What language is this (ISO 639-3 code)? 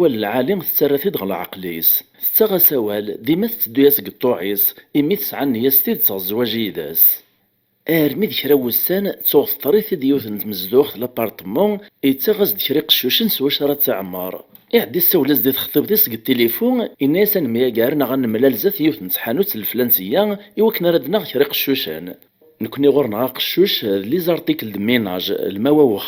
kab